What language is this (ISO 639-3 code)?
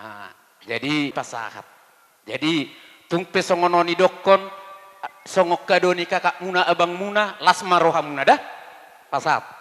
bbc